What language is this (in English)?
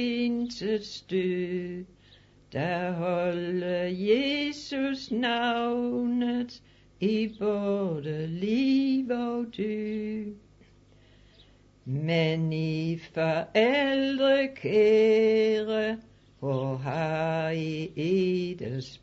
Danish